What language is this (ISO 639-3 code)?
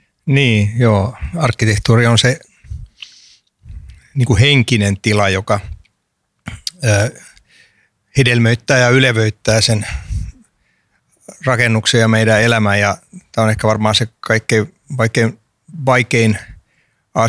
fin